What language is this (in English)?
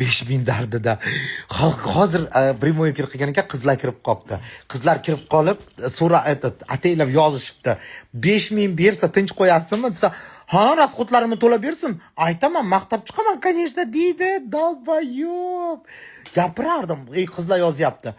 Uzbek